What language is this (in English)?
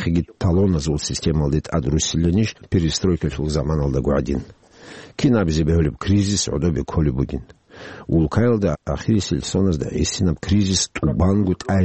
Avaric